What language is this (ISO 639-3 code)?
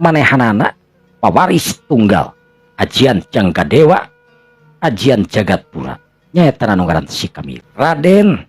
sun